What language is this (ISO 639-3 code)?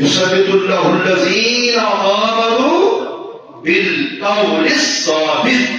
kas